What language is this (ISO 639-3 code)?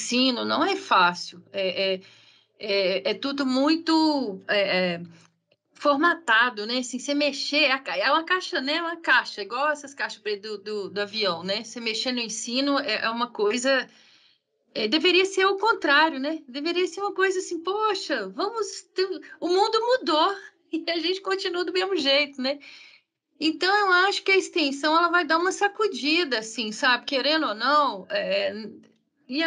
por